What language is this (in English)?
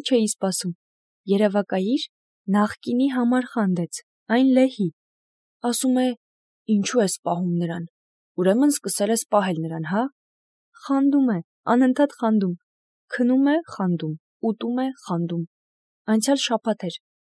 Armenian